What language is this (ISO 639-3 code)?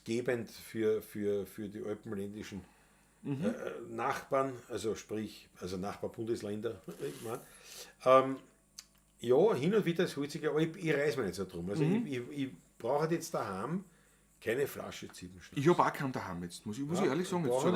bar